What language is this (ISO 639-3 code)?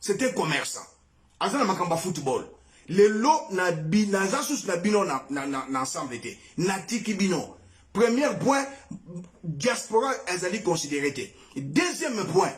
lin